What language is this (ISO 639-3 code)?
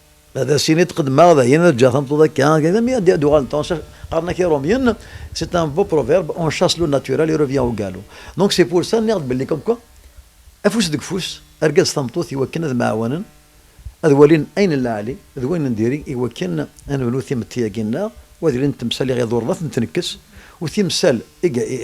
kab